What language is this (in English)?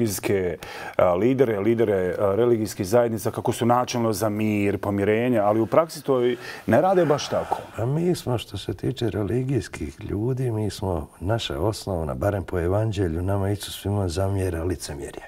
Bosnian